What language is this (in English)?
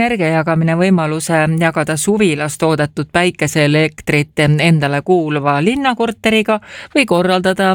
Estonian